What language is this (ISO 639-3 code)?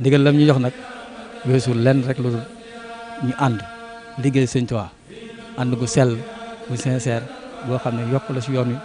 wol